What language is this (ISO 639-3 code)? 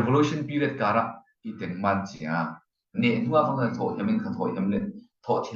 cfm